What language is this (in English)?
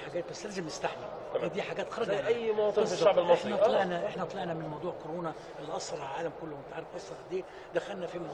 Egyptian Arabic